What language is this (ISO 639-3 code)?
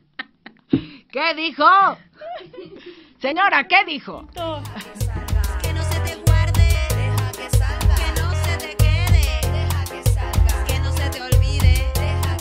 spa